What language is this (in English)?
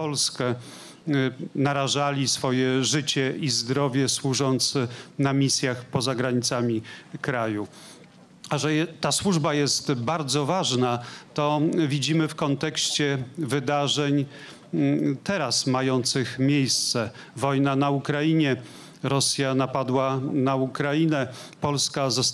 Polish